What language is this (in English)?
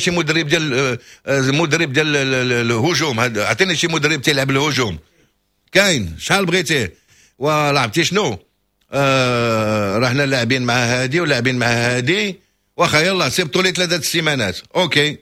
Moroccan Arabic